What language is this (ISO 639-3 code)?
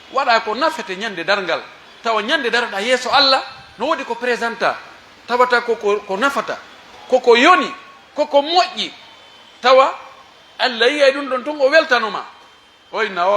fuf